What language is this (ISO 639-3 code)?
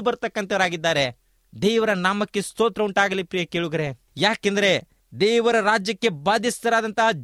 kan